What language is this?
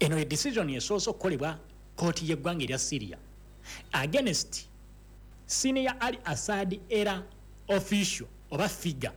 Ganda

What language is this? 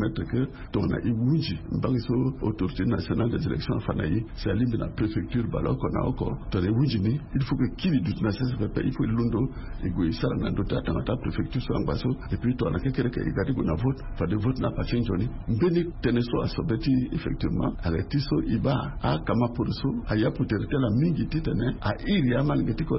Sango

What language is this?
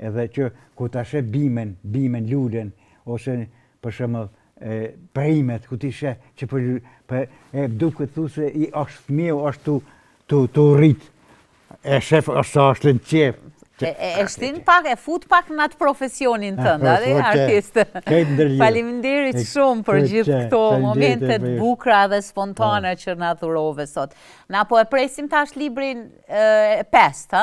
Albanian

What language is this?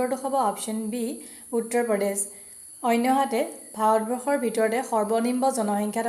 Assamese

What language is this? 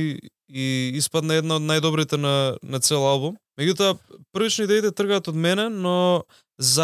Macedonian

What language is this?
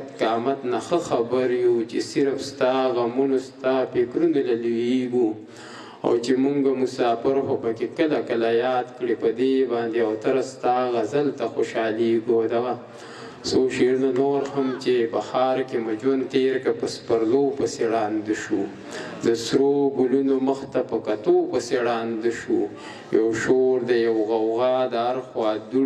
Pashto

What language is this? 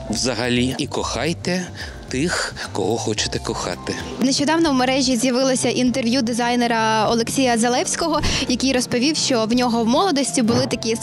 Ukrainian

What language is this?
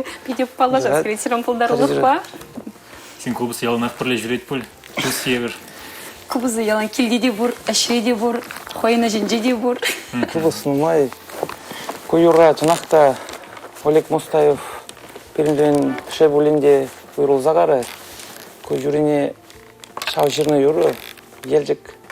Chuvash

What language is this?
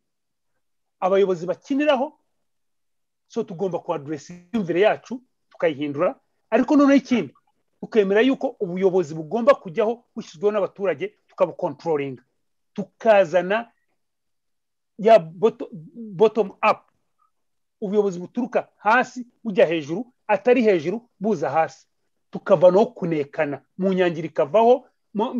Kinyarwanda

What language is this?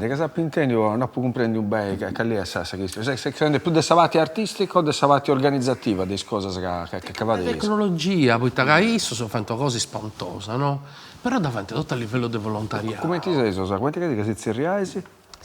Sardinian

